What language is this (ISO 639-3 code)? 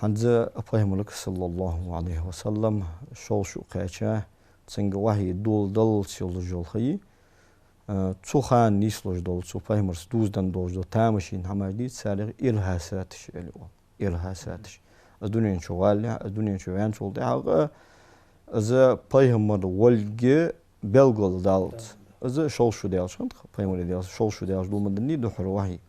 inh